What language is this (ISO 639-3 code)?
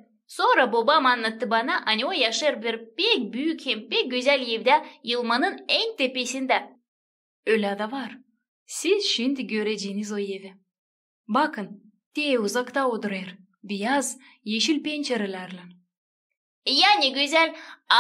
gag